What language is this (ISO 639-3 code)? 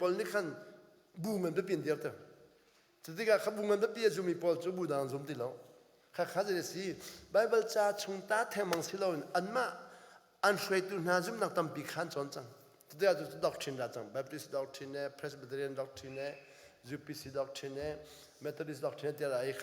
cnh